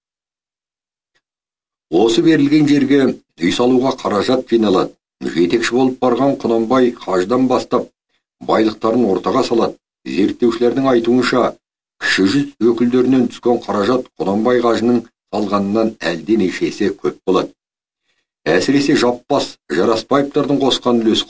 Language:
Kazakh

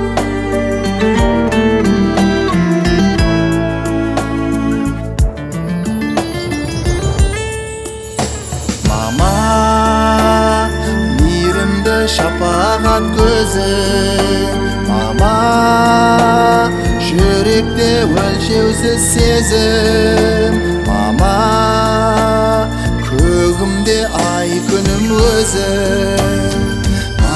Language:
Kazakh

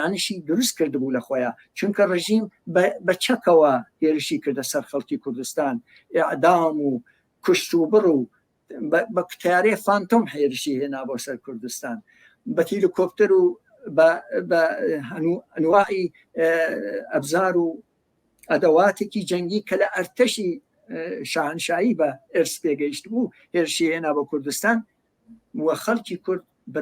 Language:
Central Kurdish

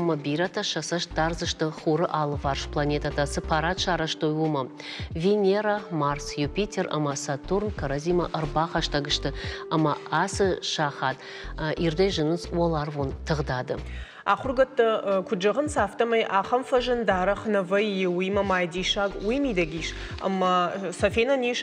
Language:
Ossetic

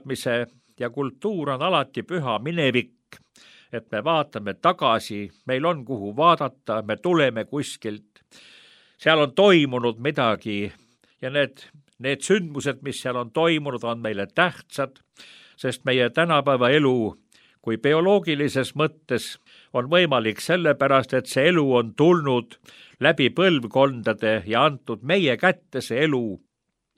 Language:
Estonian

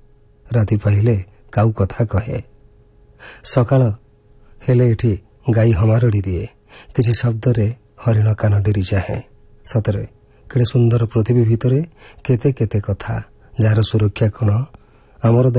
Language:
Odia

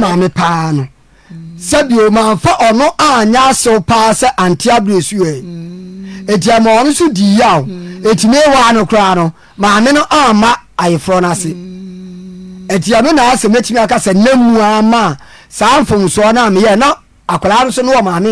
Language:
Akan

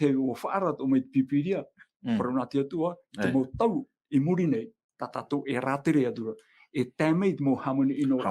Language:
Tahitian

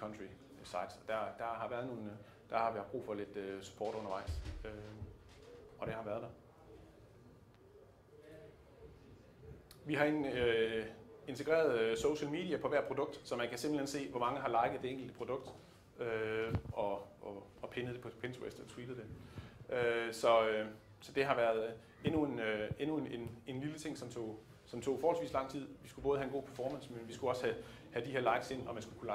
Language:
Danish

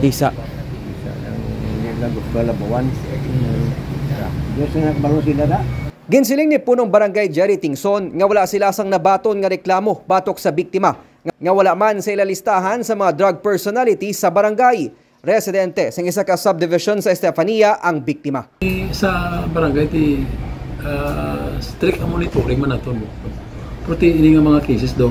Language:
Hiligaynon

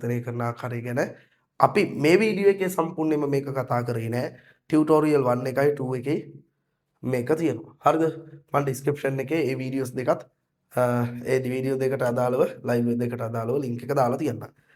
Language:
Sinhala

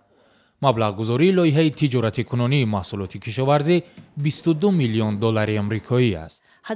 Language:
Tajik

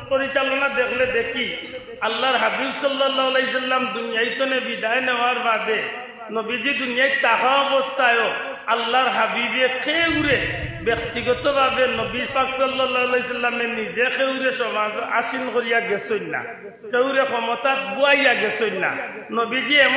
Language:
Sylheti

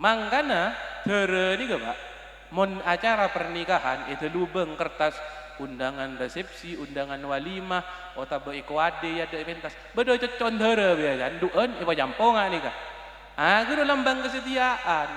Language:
Madurese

